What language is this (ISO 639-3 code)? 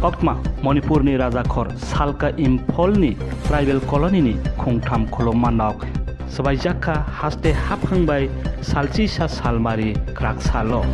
trp